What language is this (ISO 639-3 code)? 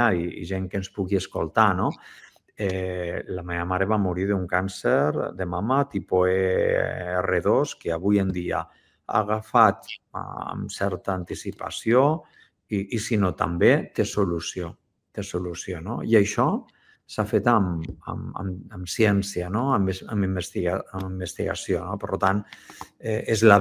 cat